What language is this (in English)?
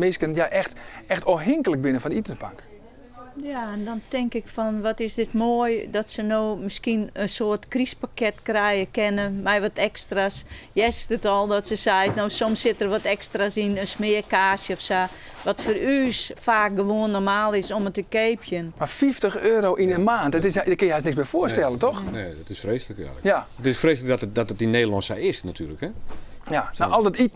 Western Frisian